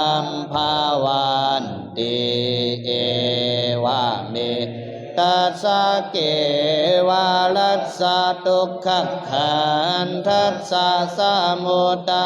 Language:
Pali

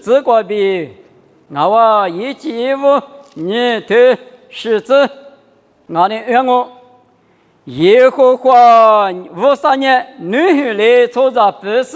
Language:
Lisu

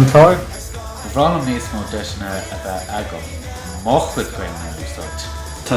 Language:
Irish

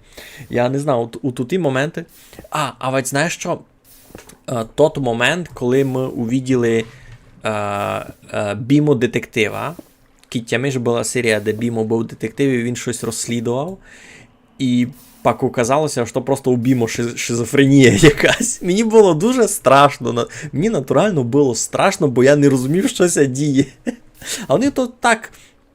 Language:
Rusyn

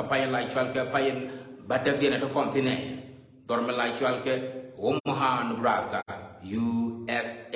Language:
Nuer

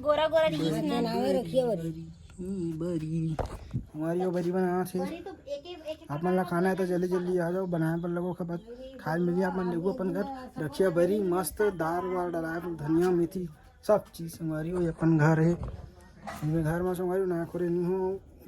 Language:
Chhattisgarhi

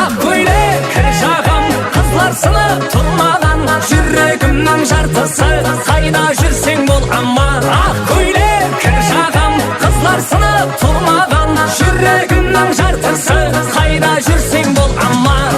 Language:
Kara-Kalpak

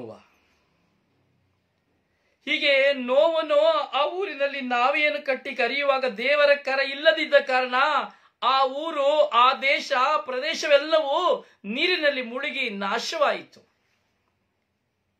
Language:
Kannada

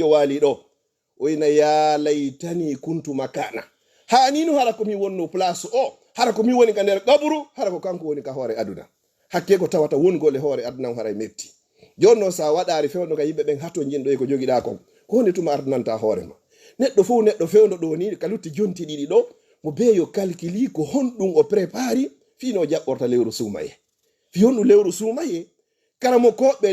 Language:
Fula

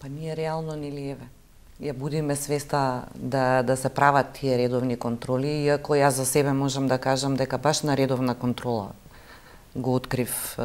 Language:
Macedonian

